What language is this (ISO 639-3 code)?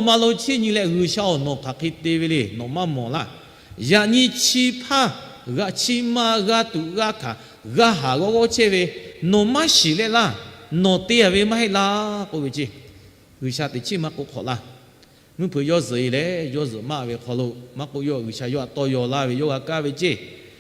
lhu